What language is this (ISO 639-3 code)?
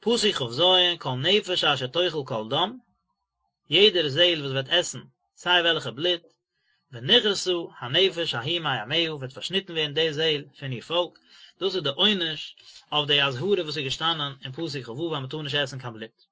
yid